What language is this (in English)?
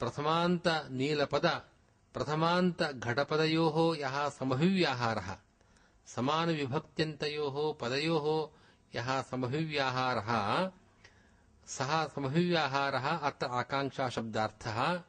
Sanskrit